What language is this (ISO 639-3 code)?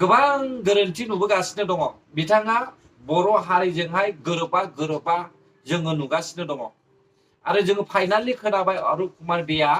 brx